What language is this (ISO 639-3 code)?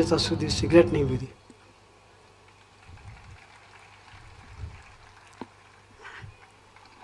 guj